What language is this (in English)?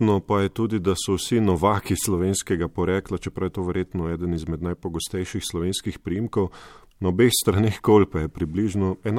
Slovenian